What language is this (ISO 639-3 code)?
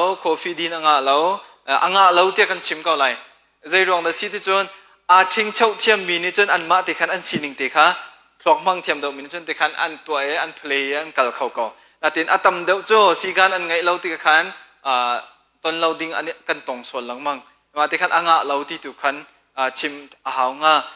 cnh